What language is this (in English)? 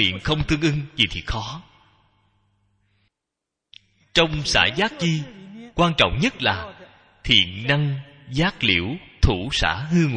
Vietnamese